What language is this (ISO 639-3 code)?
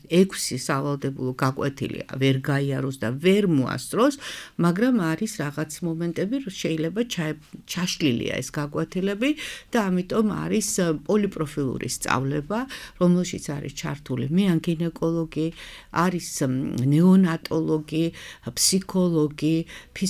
kat